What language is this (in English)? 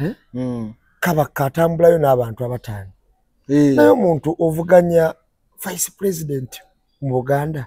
Ganda